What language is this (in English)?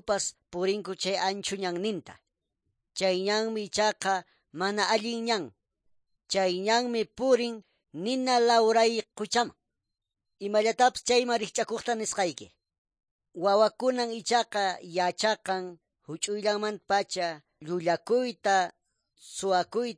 Quechua